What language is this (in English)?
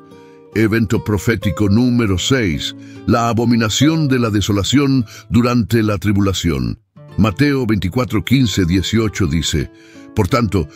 Spanish